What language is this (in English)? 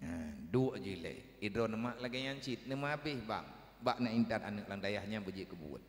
Achinese